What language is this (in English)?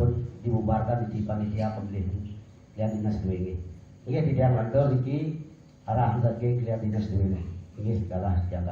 Balinese